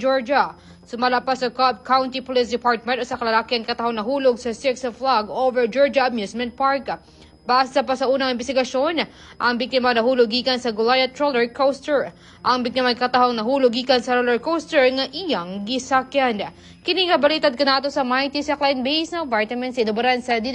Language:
Cebuano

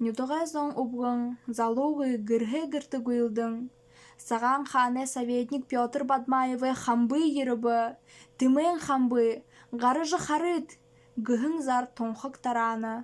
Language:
Buriat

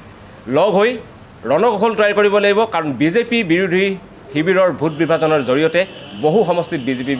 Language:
Assamese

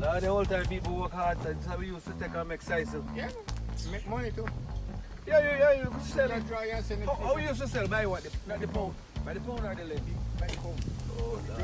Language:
Jamaican Creole English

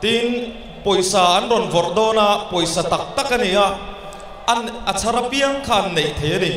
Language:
Mizo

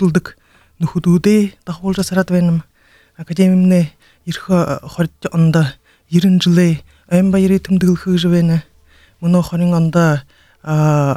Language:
Buriat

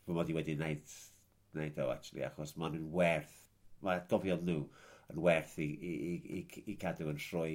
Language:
Welsh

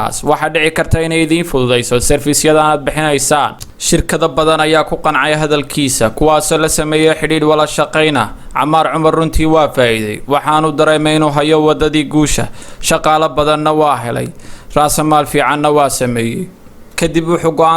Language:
Somali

